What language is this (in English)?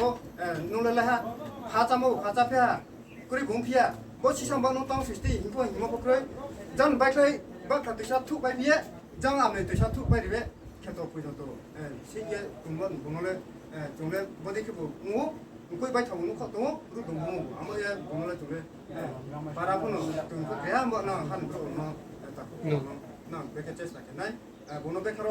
Riang (India)